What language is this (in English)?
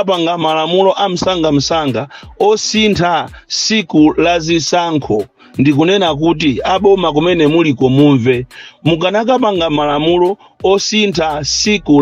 Nyanja